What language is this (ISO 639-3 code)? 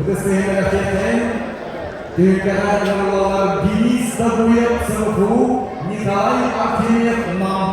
sah